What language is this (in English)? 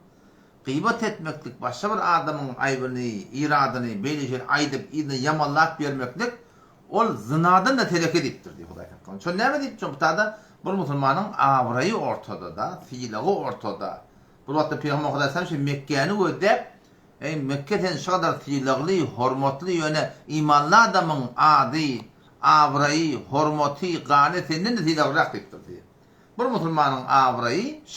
Turkmen